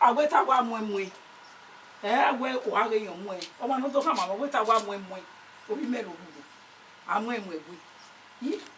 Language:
Bini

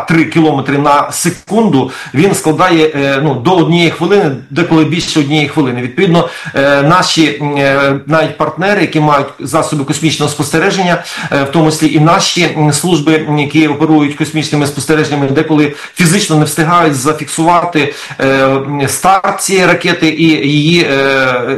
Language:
Ukrainian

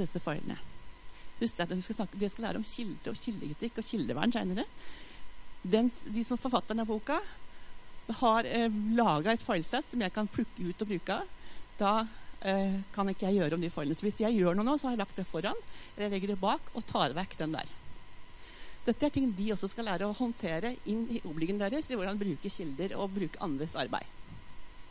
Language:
Norwegian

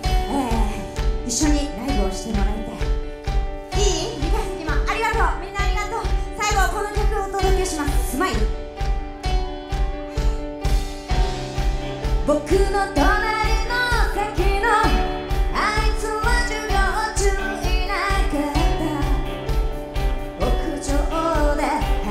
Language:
Japanese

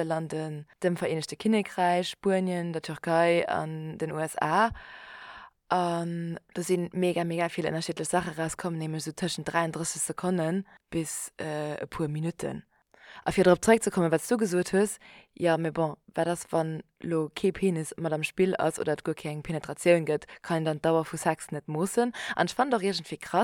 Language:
Luxembourgish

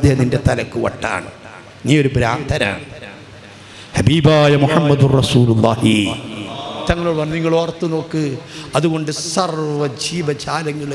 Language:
Malayalam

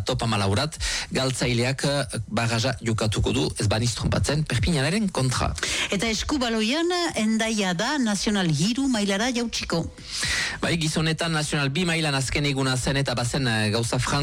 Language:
Basque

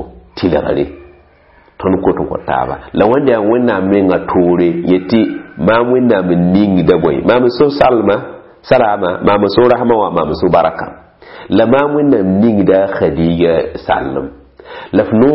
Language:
Mossi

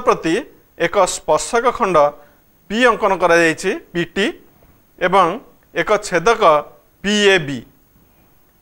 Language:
Odia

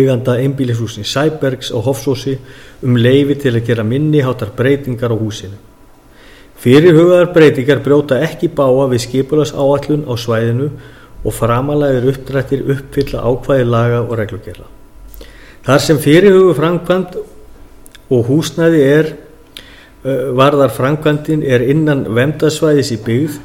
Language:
Icelandic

